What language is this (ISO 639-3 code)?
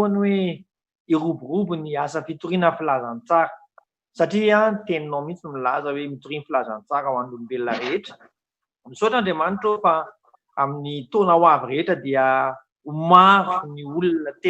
mlg